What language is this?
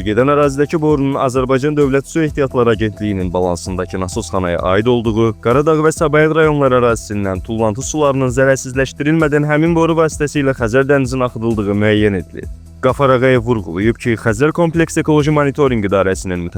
Azerbaijani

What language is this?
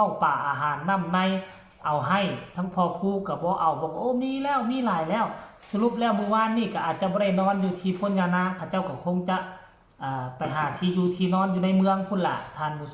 Lao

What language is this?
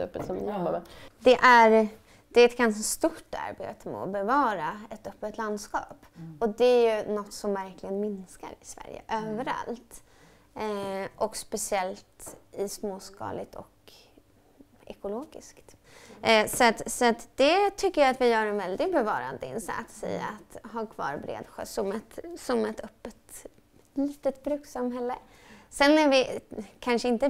Swedish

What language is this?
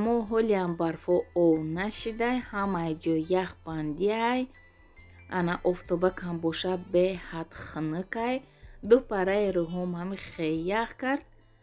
Tajik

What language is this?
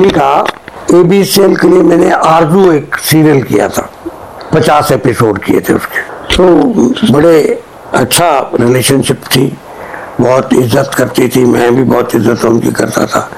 Hindi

